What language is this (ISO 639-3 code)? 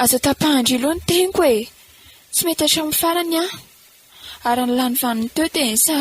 mlg